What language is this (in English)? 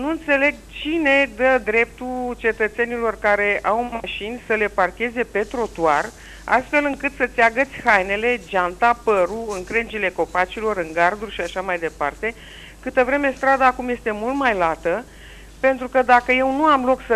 Romanian